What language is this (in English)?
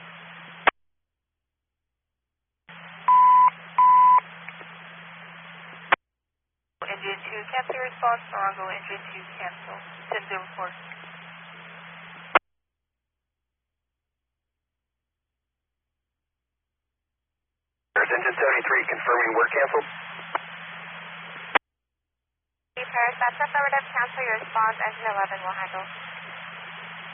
English